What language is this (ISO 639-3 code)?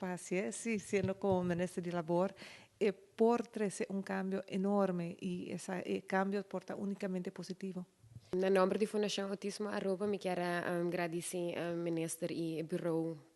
pap